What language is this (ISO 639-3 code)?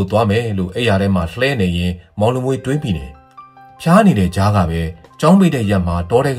mya